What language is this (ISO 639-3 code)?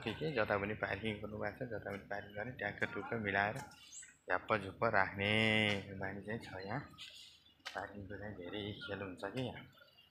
nep